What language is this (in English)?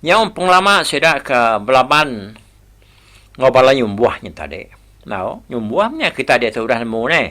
Iban